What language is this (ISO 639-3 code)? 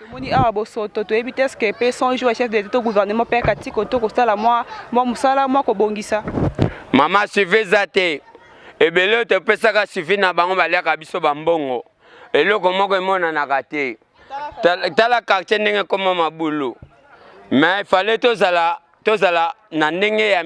lin